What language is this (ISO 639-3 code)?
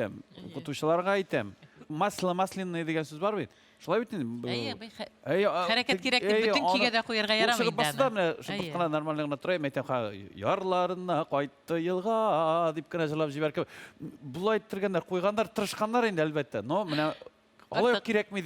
tat